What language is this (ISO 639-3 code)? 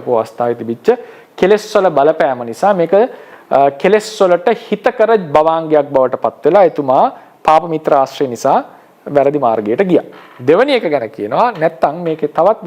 sin